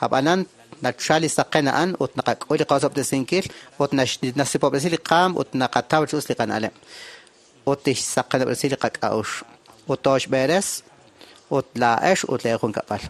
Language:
Kekchí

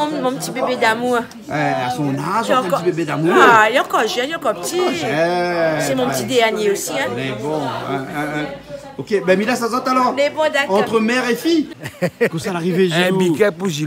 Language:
Réunion Creole French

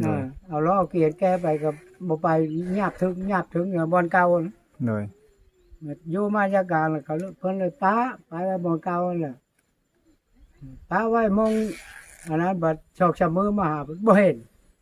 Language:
Lao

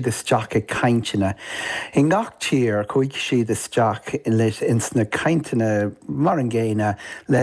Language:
Irish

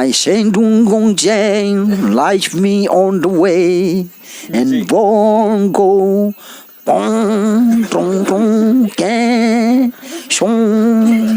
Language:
Riang (India)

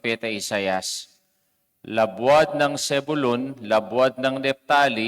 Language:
Pampanga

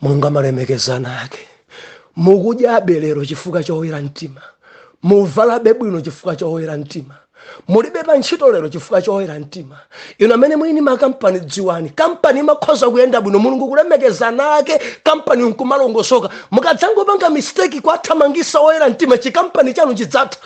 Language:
Nyanja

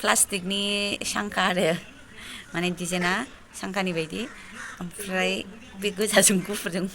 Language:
Bodo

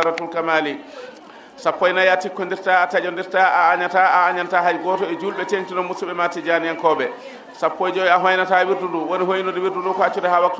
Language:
Fula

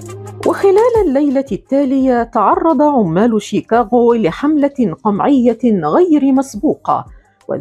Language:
Arabic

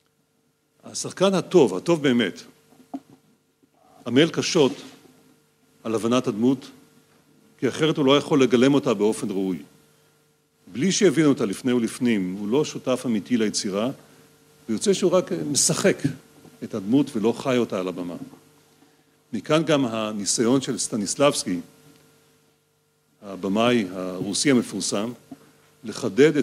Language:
Hebrew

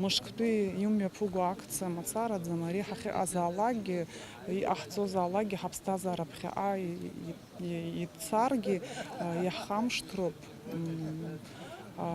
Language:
Abkhazian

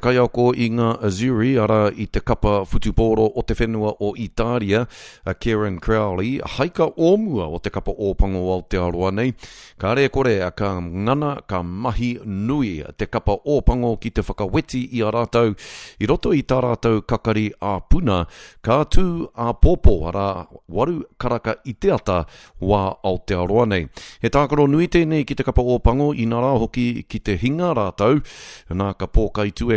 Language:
Māori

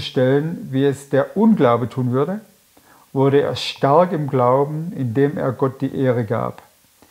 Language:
Swiss German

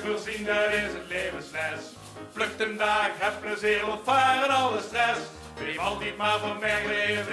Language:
Limburgish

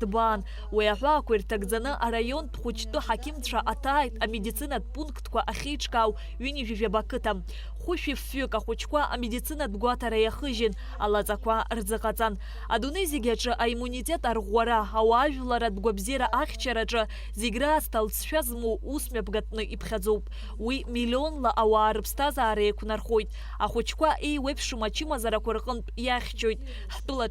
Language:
Abkhazian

